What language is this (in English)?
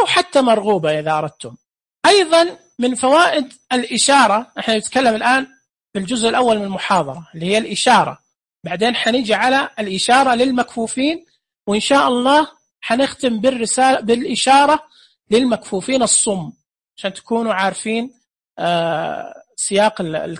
Najdi Arabic